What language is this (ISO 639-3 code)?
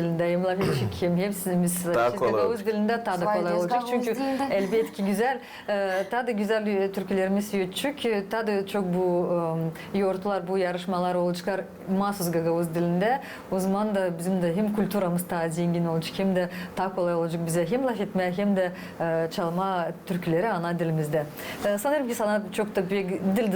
gag